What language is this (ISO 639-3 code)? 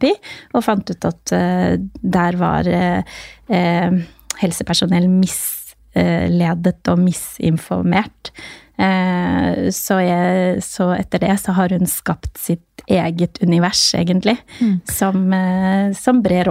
nor